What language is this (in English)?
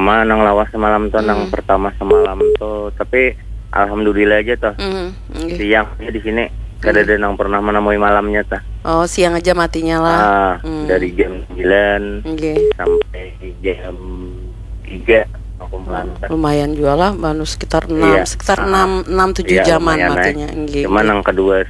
Banjar